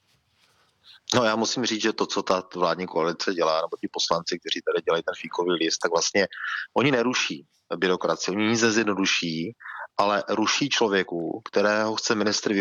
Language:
Czech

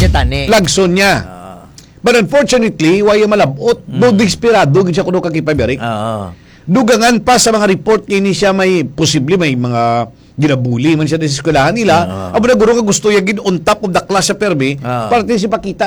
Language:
Hiligaynon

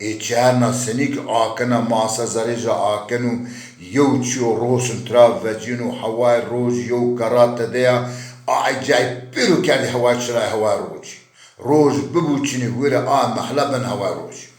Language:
Zaza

